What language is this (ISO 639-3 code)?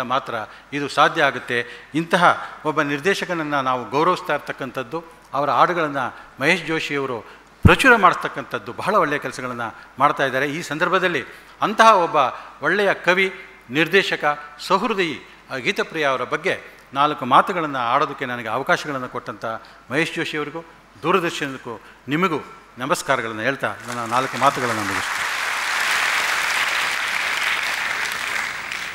kan